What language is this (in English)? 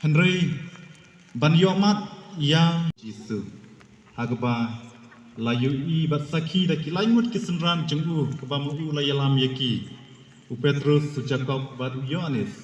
Khasi